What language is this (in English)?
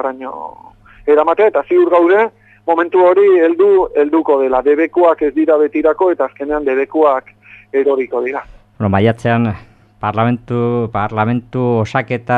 Basque